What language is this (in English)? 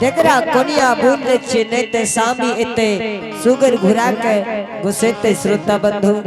Angika